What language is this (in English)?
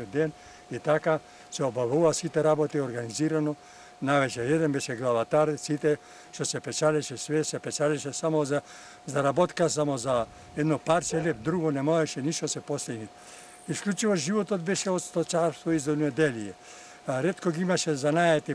Macedonian